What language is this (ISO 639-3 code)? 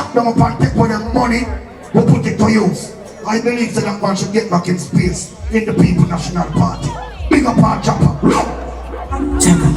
jam